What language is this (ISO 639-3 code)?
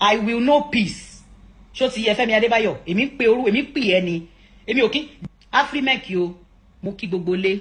yor